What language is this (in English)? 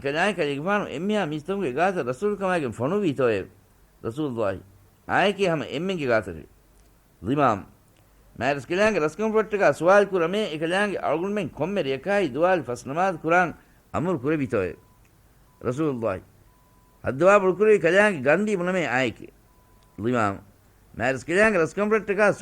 Divehi